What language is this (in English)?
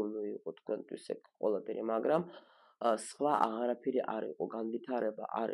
Georgian